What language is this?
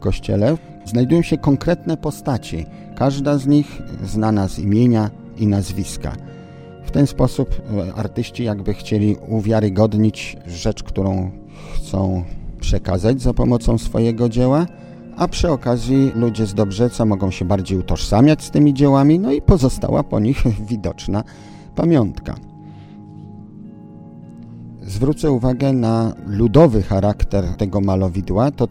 Polish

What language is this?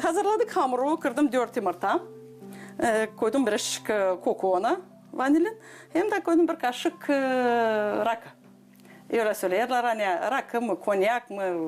Gagauz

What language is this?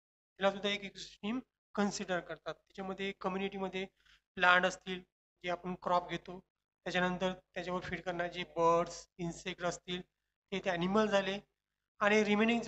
Marathi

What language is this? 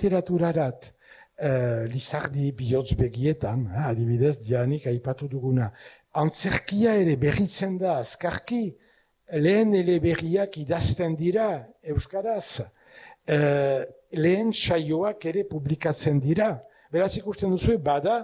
Basque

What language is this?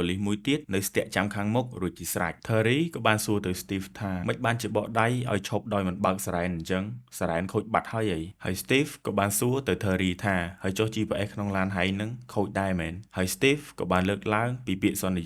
Khmer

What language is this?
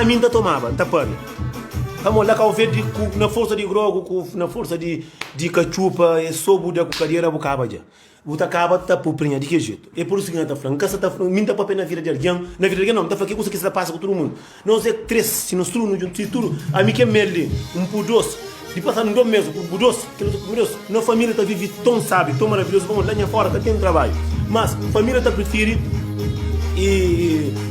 Kabuverdianu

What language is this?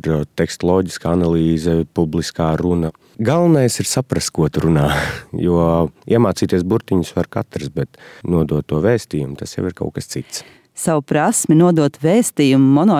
Latvian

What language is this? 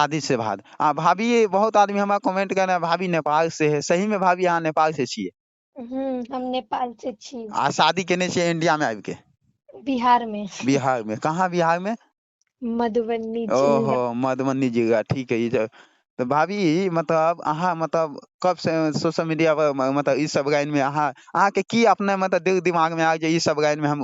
Maithili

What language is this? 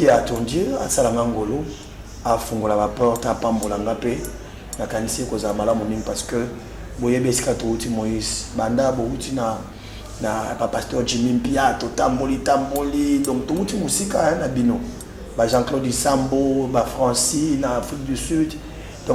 Lingala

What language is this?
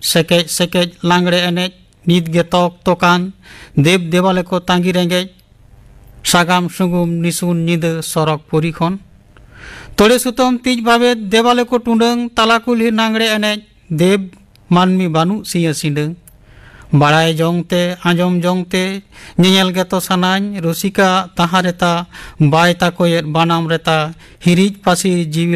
Santali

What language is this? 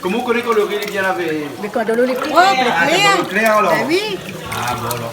Réunion Creole French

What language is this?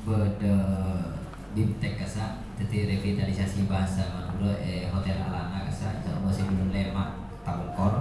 Madurese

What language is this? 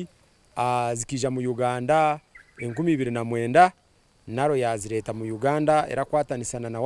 Nyankole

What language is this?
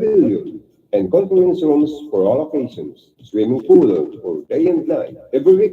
Bikol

